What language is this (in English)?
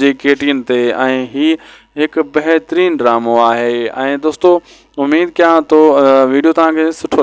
Sindhi